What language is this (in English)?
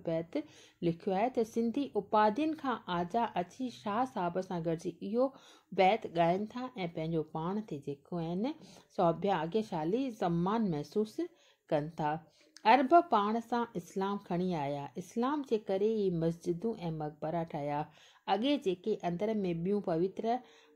Sindhi